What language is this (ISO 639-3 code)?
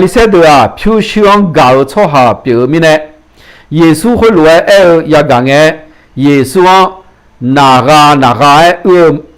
ahk